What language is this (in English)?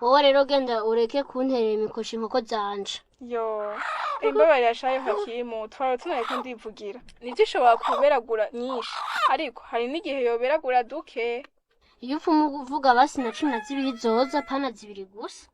Rundi